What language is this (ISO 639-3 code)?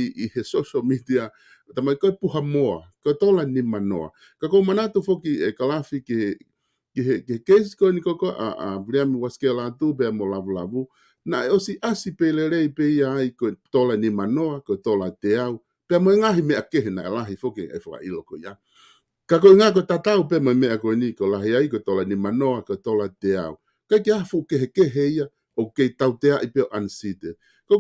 ton